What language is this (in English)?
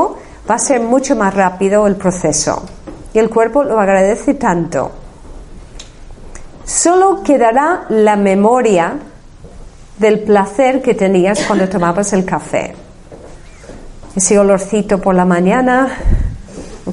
Spanish